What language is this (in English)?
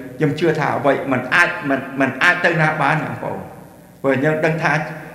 Khmer